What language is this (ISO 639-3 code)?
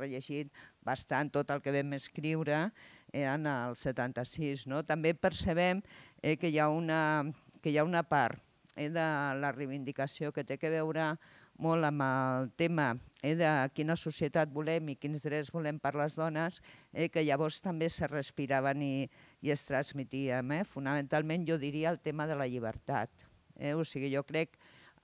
cat